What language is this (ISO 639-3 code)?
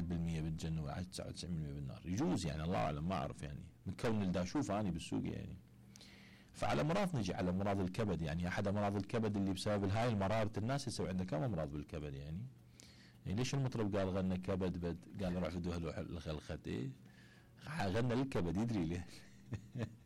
acm